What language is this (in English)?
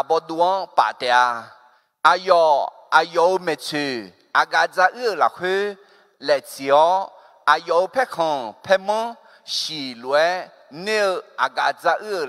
Akha